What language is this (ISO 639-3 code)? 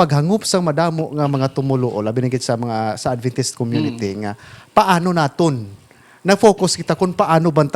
hil